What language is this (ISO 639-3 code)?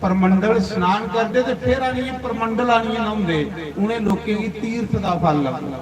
doi